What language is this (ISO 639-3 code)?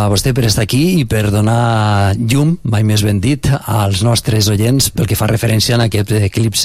cat